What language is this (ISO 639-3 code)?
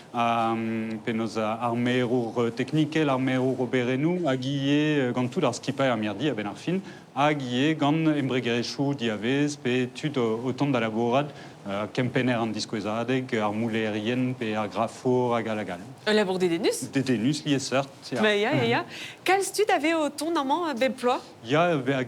bre